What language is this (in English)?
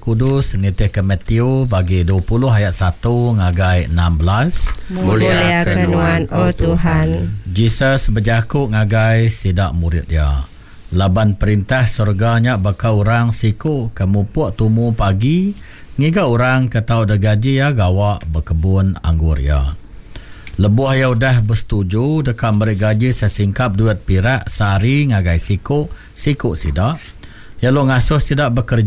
Iban